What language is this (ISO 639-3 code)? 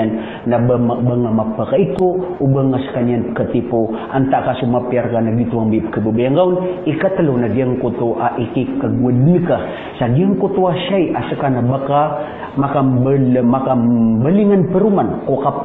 mrw